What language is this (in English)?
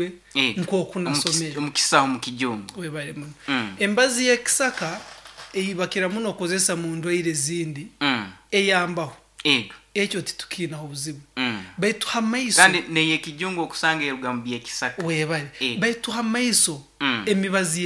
Nyoro